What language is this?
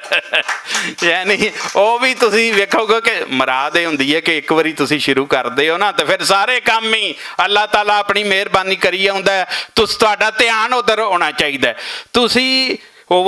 Western Panjabi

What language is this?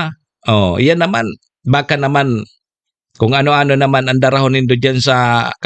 Bikol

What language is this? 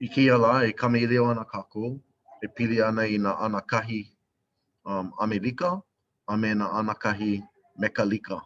Hawaiian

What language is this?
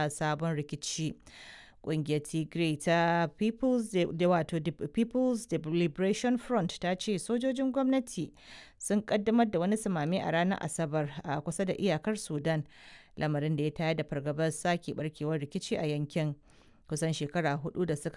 Hausa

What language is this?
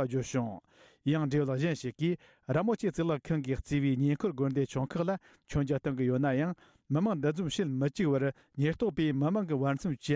Tibetan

